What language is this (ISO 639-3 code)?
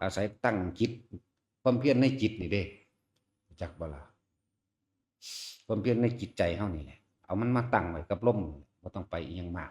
lao